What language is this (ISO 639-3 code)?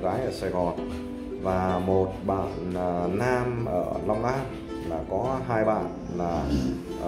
vie